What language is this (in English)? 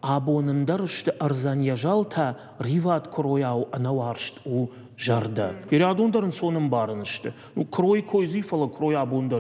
Ossetic